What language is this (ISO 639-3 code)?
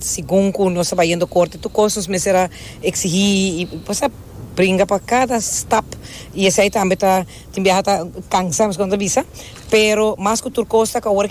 pap